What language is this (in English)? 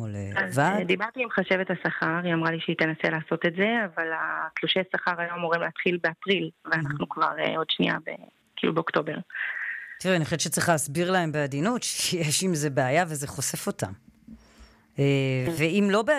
Hebrew